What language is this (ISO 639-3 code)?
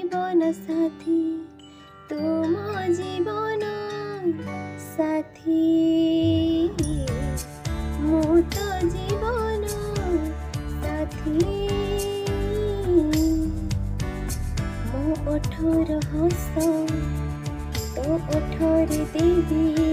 ori